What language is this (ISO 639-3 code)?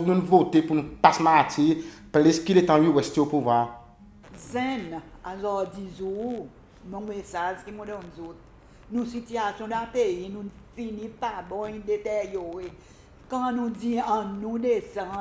crs